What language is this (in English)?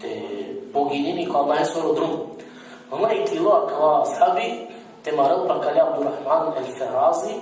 Balkan Romani